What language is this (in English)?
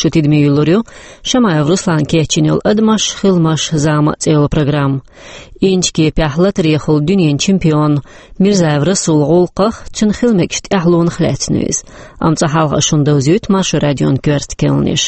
Chechen